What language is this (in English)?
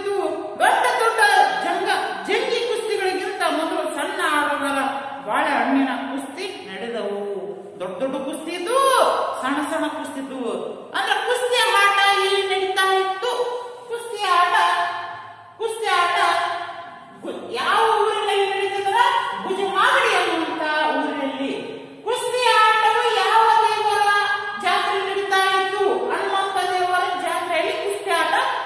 Kannada